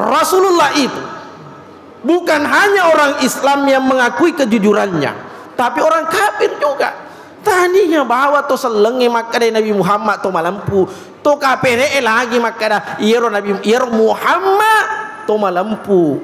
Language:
Buginese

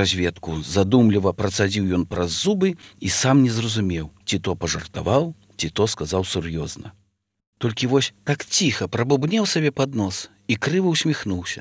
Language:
Belarusian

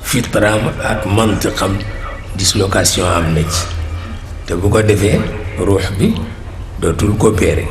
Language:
Wolof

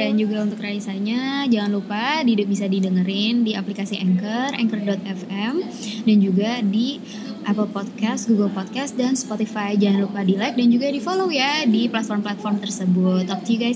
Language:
Indonesian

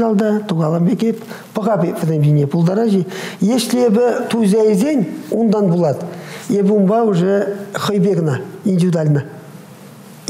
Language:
Chuvash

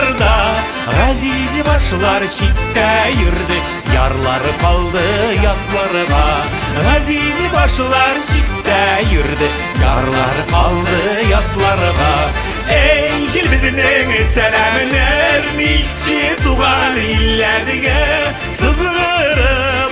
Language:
Bashkir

